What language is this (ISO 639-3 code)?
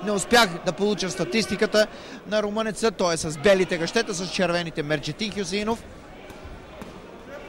bul